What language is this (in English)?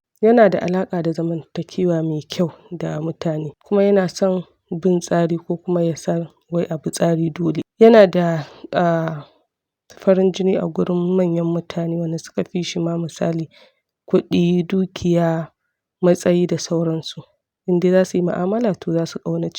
Hausa